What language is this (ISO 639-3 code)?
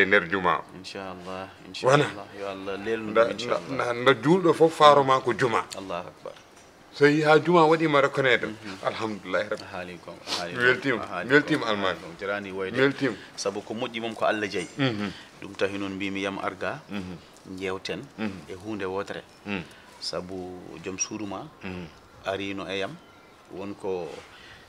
ful